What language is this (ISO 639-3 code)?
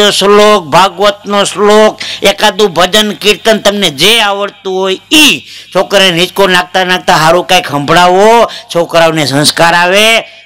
guj